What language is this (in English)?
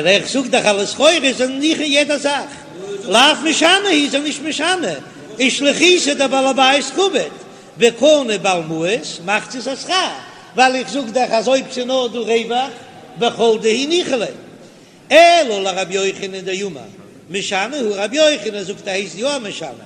Yiddish